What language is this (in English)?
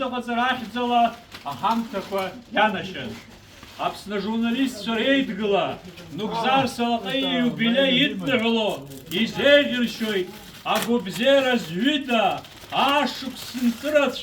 Abkhazian